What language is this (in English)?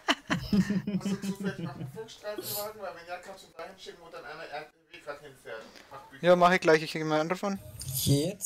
German